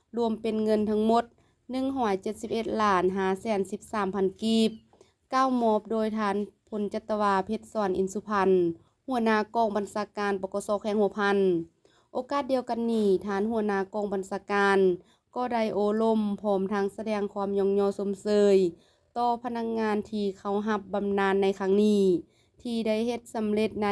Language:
Lao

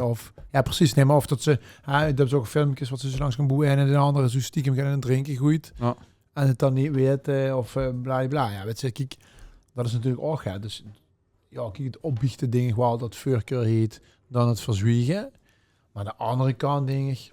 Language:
Limburgish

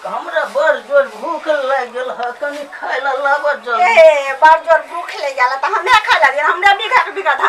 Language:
Maithili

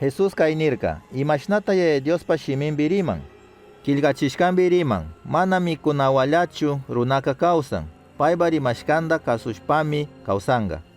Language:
Chimborazo Highland Quichua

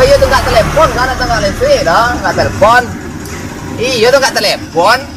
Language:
Minangkabau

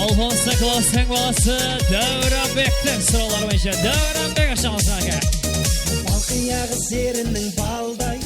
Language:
Kara-Kalpak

